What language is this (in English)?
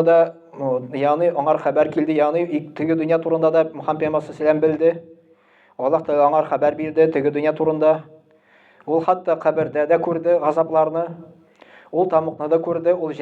Tatar